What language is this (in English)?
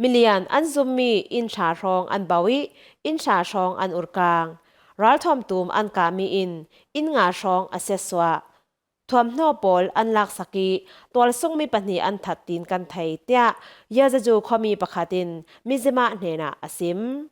Falam Chin